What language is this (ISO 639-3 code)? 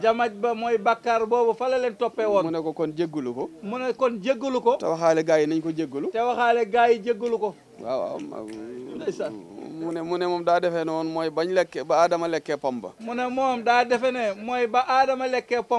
wol